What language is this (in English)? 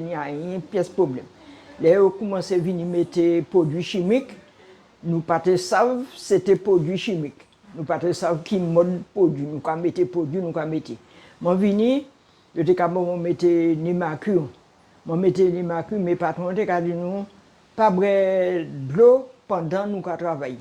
Guadeloupean Creole French